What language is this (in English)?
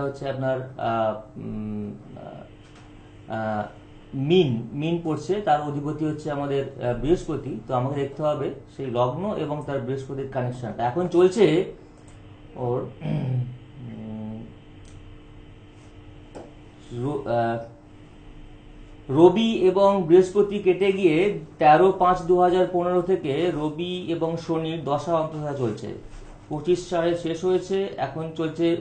Bangla